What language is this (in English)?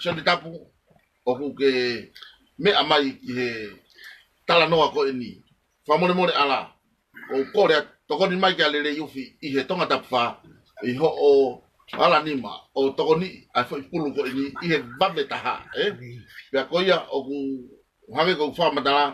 Tongan